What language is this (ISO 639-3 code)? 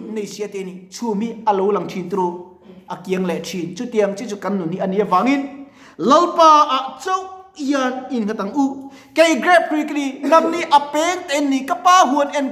lus